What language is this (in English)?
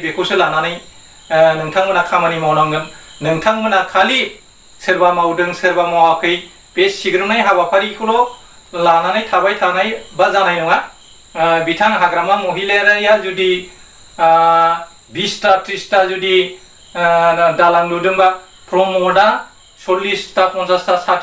Bodo